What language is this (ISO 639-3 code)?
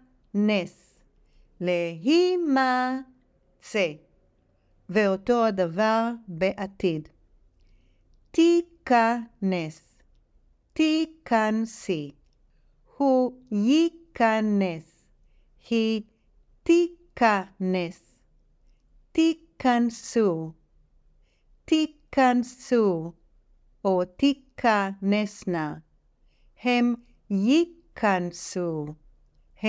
heb